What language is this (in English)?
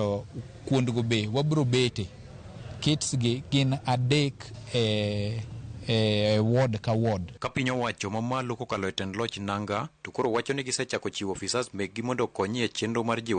Luo (Kenya and Tanzania)